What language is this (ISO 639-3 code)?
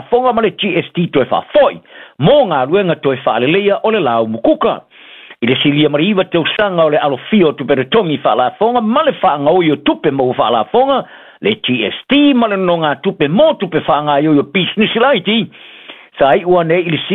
smo